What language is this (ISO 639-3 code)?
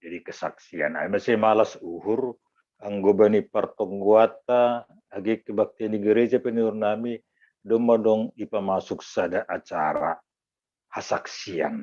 bts